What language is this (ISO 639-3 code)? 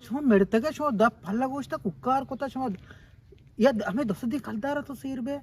bgp